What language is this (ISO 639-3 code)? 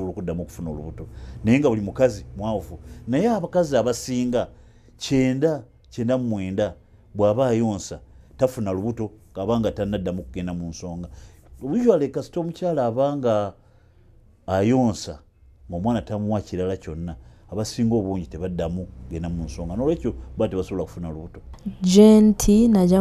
nyn